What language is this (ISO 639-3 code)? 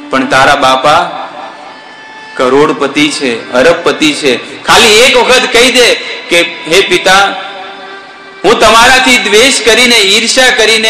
guj